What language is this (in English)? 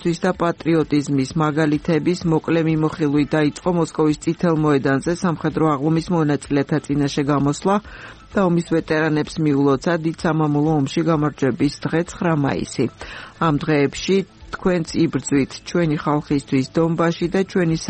Georgian